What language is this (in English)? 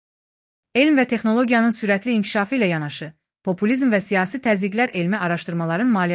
Azerbaijani